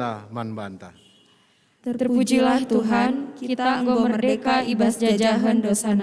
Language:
Batak Karo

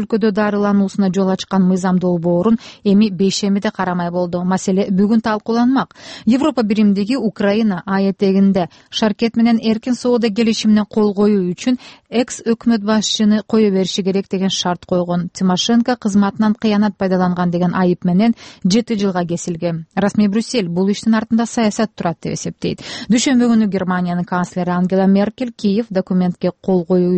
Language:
Kyrgyz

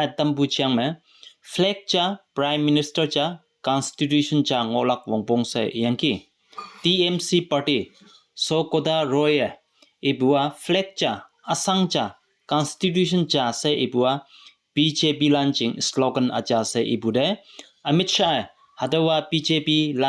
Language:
Konyak Naga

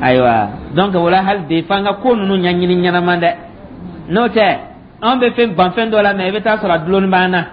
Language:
Dyula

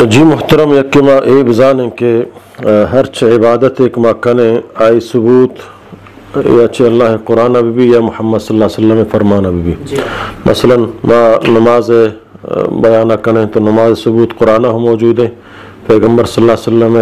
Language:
Eastern Balochi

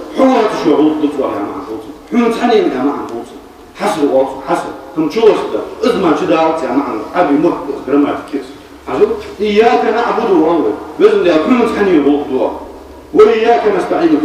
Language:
Ingush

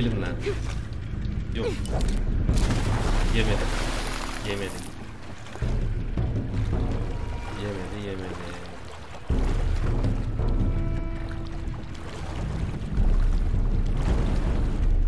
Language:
Turkish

